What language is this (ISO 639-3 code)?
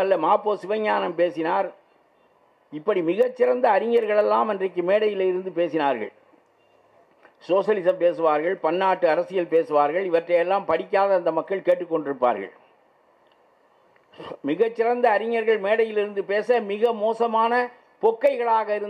tam